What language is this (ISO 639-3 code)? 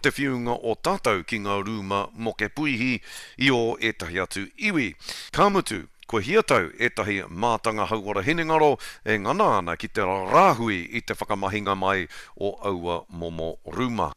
mri